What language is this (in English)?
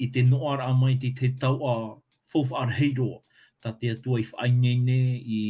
Tahitian